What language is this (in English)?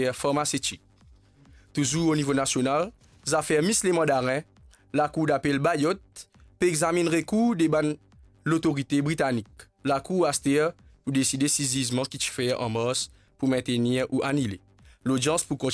Morisyen